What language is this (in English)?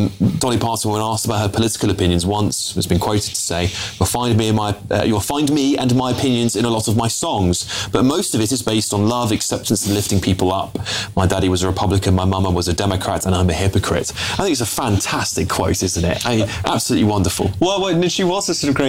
English